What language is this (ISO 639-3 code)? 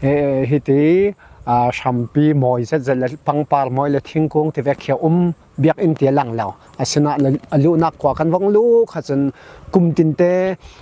cfm